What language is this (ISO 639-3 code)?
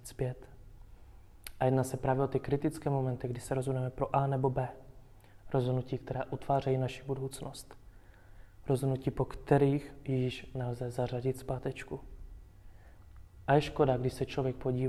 ces